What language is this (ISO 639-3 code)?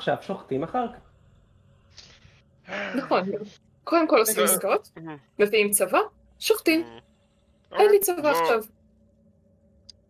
heb